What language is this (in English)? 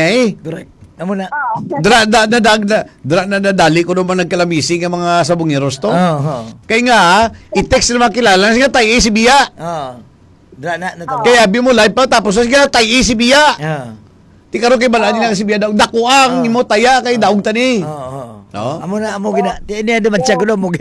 Hiligaynon